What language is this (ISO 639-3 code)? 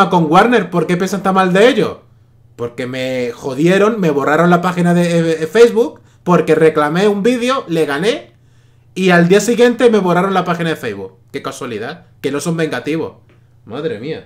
spa